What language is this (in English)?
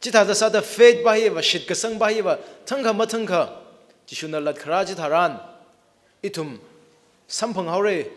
Tangkhul Naga (India)